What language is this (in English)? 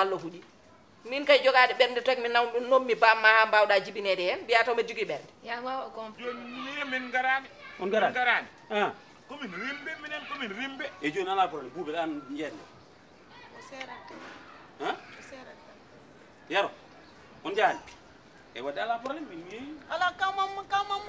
Fula